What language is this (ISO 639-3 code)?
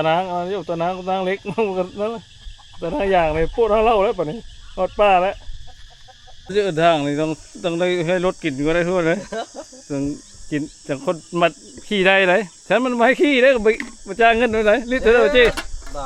lao